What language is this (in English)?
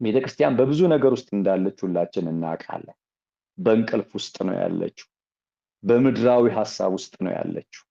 Amharic